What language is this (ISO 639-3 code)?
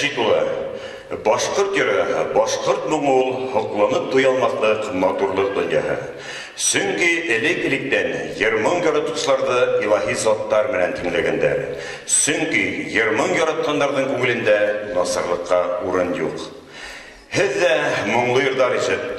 bak